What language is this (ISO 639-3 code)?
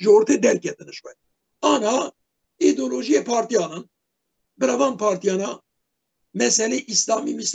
kur